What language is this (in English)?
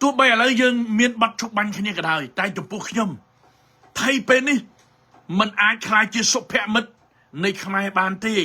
Khmer